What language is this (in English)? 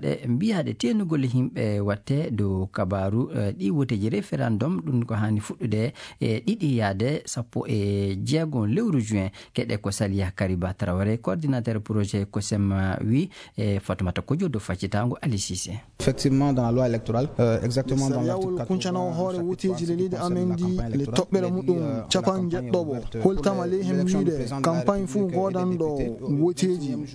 Fula